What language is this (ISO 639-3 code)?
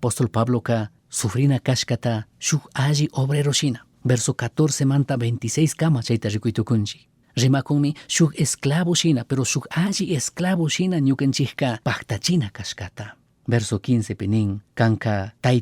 qug